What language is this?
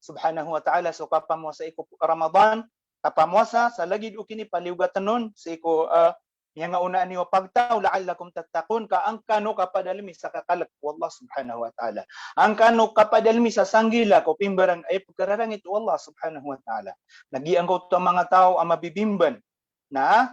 Maranao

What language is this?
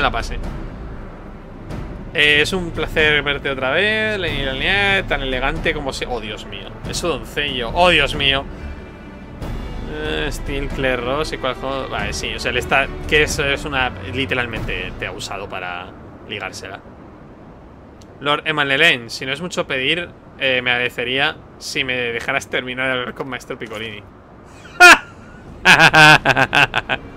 Spanish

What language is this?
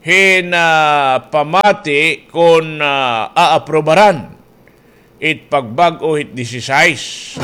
Waray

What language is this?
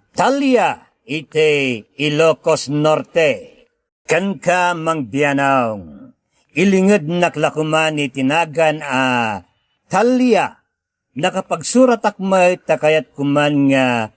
Iloko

